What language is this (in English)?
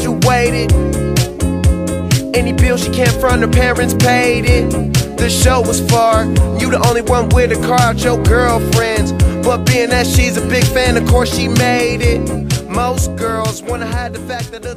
English